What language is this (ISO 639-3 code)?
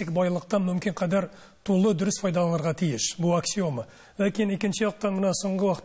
tat